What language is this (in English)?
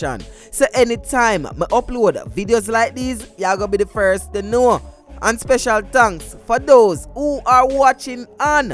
Jamaican Creole English